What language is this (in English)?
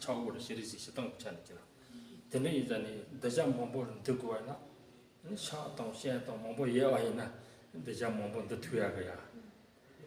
Tibetan